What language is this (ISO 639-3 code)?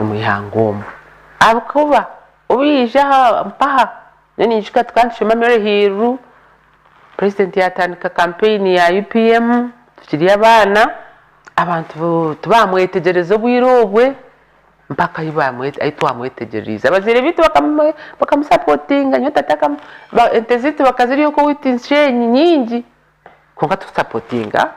nyn